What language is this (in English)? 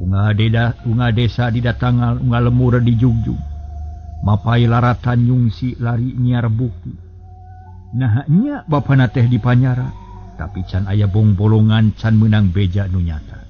Sundanese